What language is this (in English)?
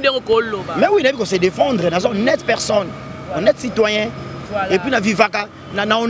Lingala